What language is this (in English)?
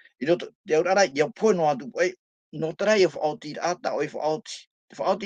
Tahitian